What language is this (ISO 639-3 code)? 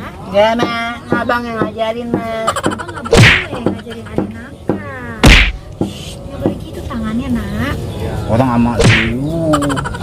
bew